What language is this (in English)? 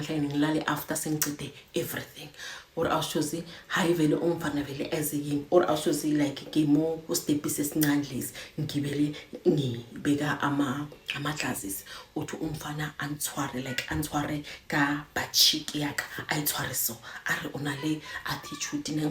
Zulu